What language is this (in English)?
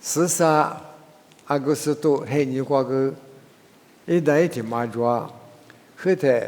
Lisu